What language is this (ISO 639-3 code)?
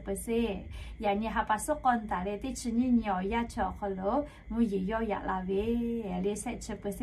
lhu